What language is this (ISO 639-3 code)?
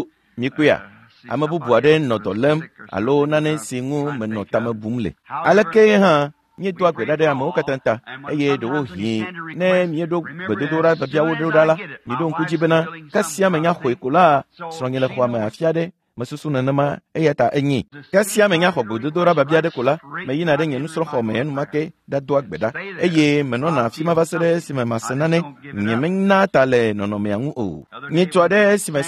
ewe